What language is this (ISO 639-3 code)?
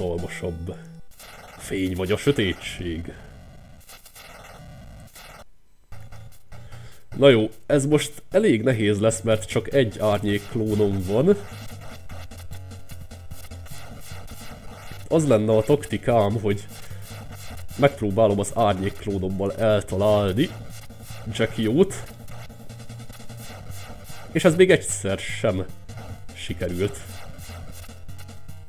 hun